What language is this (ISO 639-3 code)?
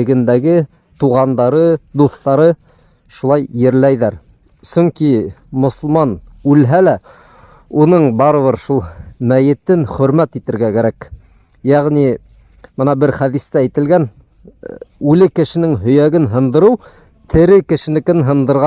bak